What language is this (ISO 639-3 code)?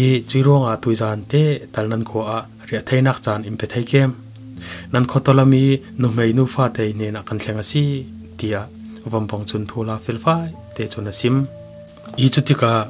cfm